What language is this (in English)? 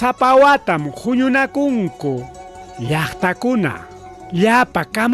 Ayacucho Quechua